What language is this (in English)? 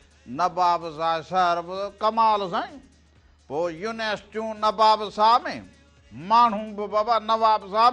Sindhi